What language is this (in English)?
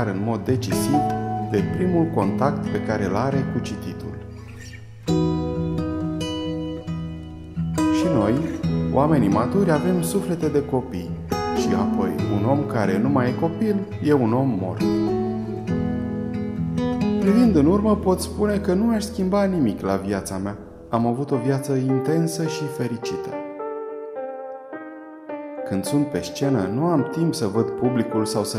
Romanian